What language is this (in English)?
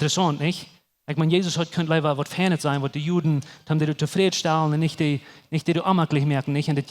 Plautdietsch